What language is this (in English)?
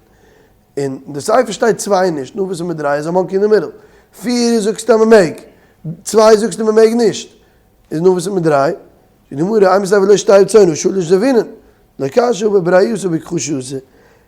Yiddish